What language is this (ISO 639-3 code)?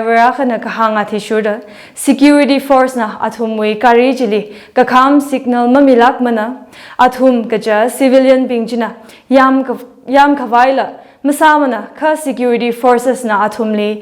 nmf